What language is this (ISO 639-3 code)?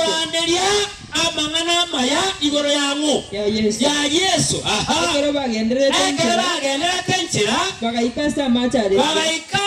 guz